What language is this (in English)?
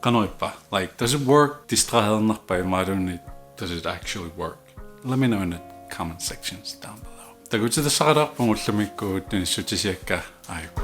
Kalaallisut